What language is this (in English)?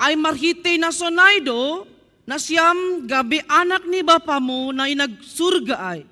Batak Simalungun